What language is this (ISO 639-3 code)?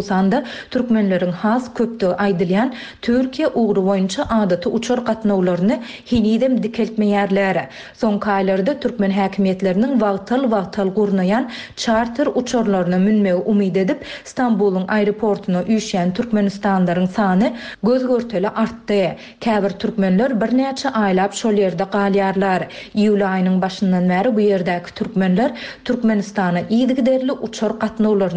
tuk